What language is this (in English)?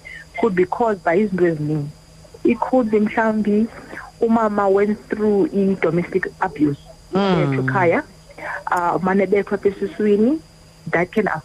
Xhosa